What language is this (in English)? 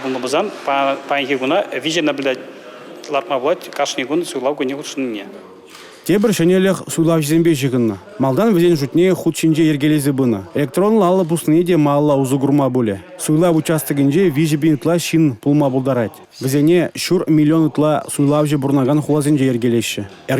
Chuvash